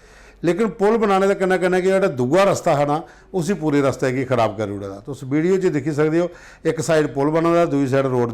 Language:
Dogri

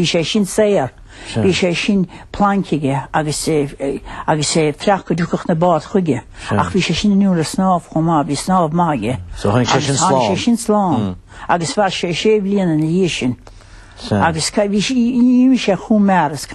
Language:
Irish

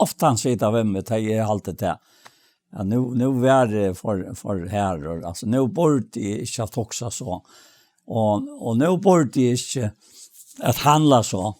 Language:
Faroese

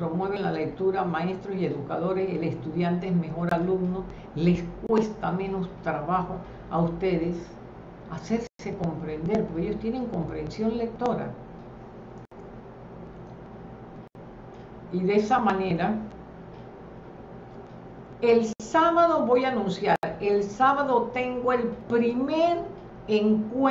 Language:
Spanish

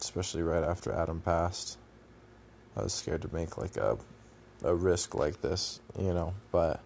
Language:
English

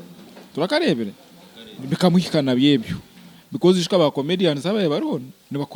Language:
Nyankole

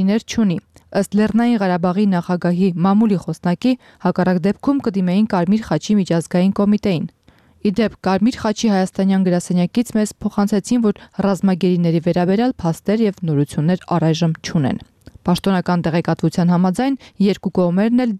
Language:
Armenian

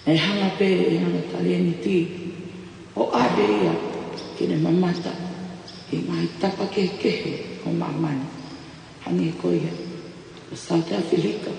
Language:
Tongan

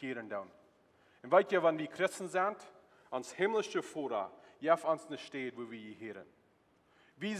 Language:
Plautdietsch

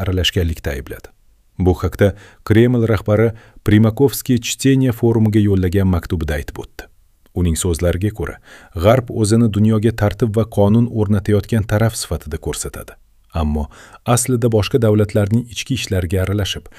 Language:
Uzbek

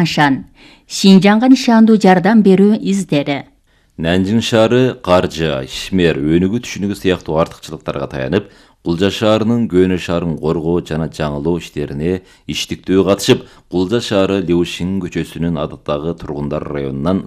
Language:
Kyrgyz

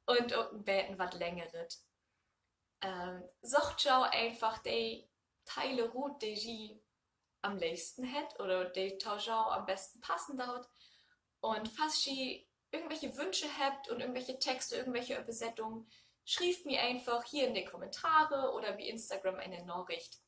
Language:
Low German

